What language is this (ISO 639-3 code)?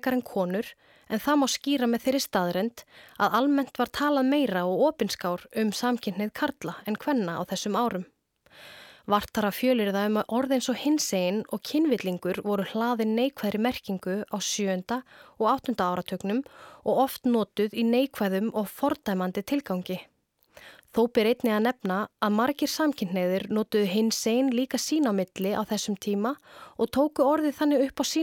isl